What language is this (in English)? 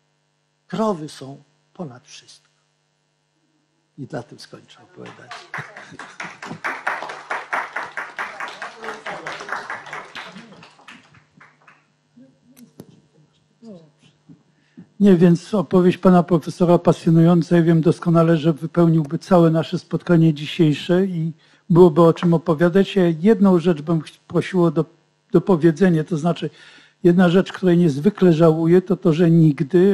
Polish